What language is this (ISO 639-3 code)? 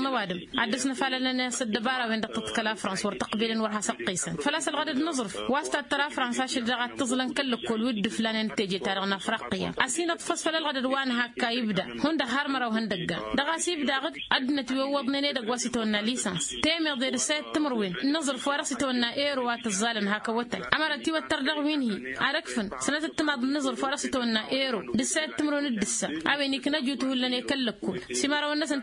taq